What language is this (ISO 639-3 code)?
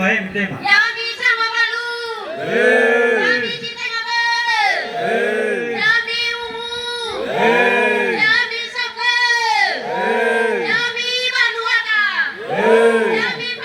nia